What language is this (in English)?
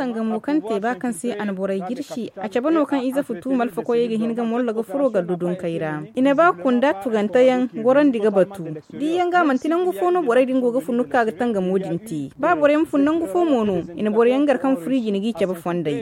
Zarma